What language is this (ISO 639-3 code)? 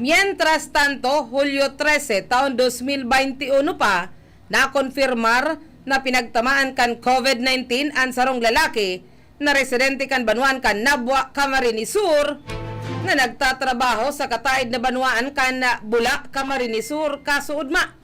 bik